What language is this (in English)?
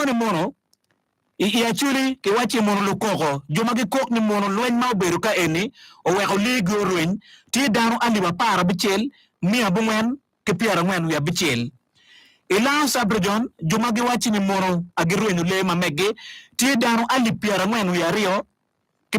Acoli